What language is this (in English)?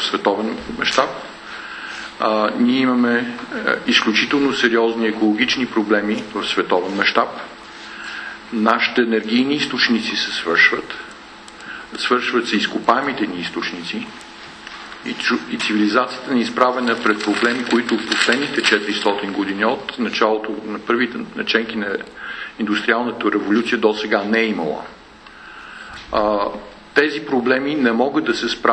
Bulgarian